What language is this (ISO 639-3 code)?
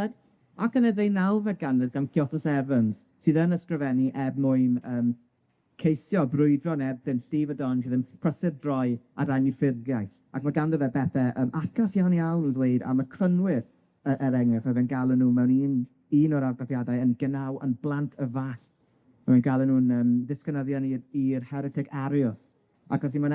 cym